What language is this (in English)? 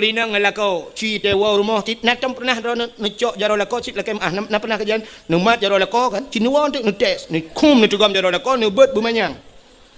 Achinese